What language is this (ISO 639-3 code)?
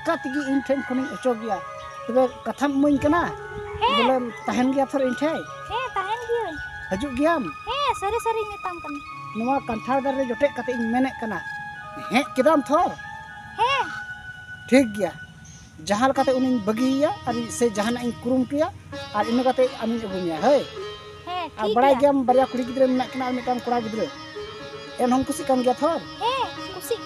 sat